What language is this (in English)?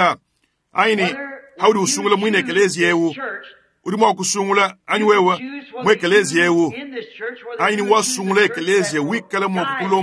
Luba-Lulua